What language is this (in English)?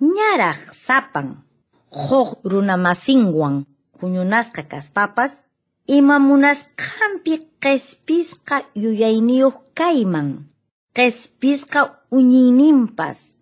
Quechua